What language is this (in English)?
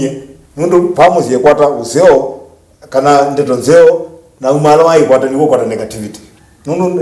Kamba